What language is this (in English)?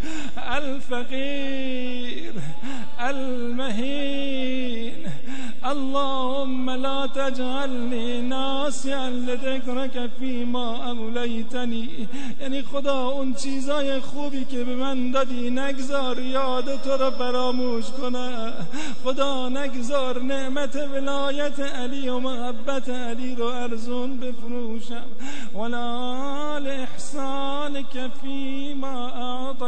Persian